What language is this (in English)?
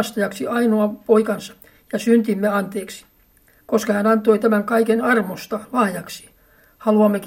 Finnish